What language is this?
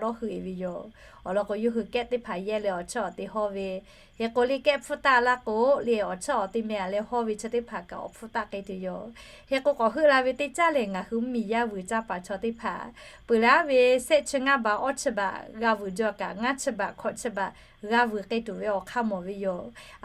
Lahu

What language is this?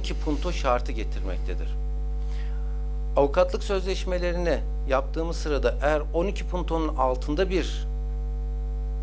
Turkish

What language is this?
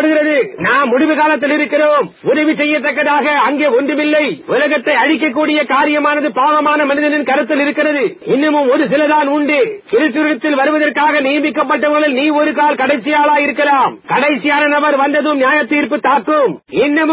Tamil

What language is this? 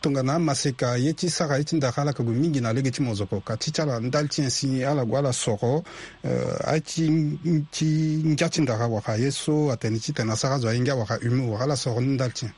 Sango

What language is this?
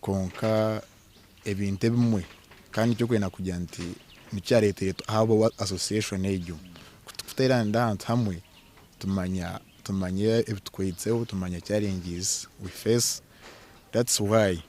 Nyankole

